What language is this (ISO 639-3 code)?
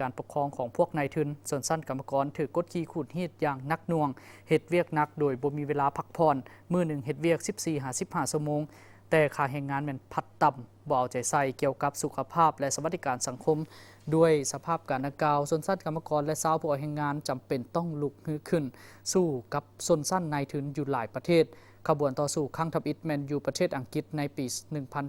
lao